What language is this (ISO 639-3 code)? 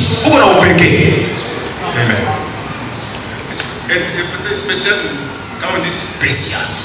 swa